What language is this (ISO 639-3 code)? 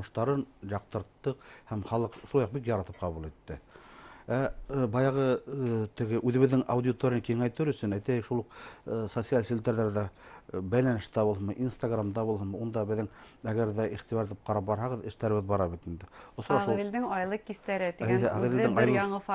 bak